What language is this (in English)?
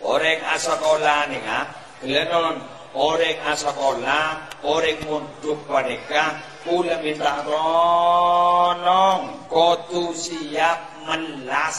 Madurese